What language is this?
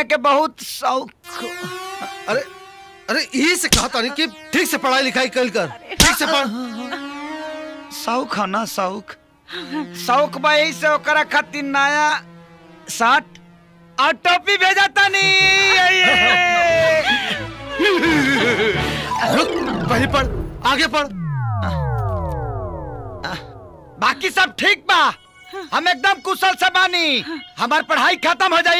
Bhojpuri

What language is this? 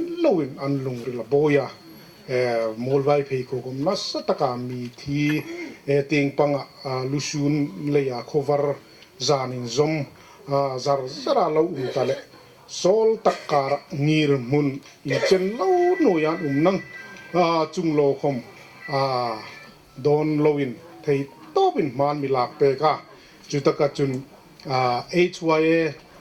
Hmar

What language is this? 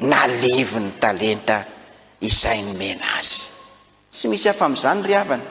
Malagasy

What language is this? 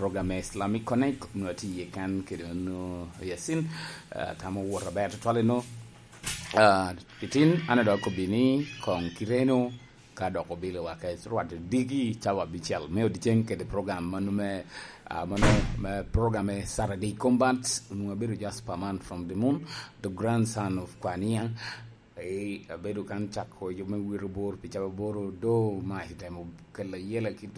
Lango (Uganda)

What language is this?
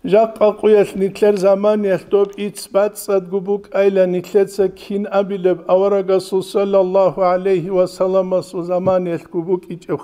Avaric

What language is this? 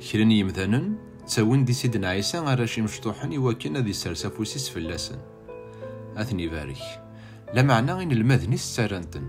Kabyle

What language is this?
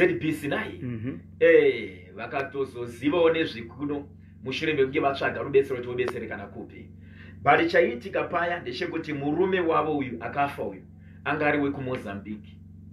Shona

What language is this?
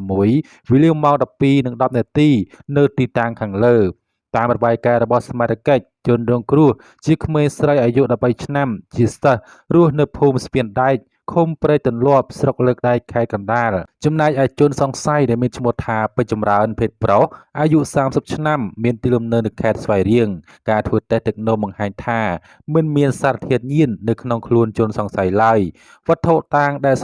Khmer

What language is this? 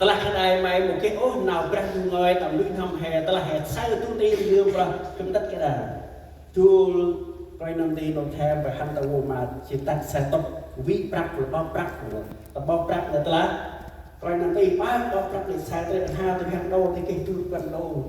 Central Mnong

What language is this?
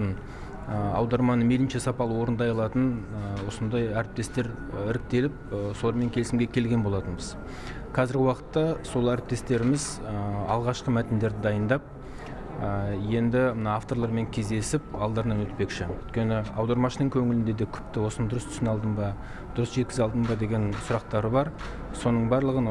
Kazakh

